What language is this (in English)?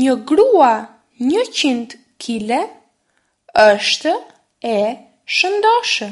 Albanian